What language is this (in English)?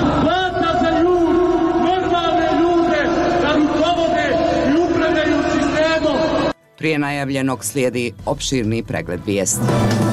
Bosnian